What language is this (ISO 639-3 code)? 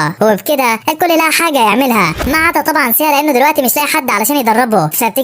arz